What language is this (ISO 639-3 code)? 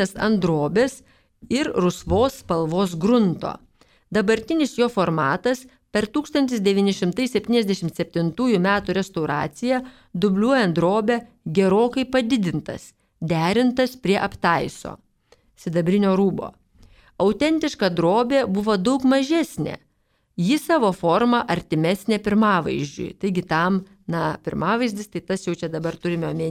lit